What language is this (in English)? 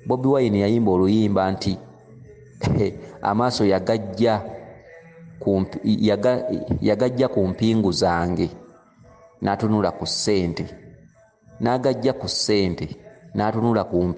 Ganda